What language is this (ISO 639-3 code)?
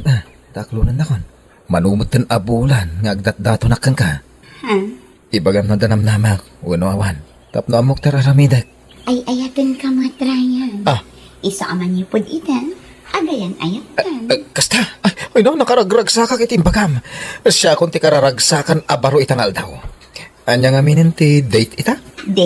ilo